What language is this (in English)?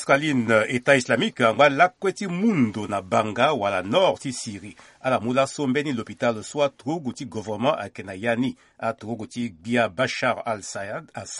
Sango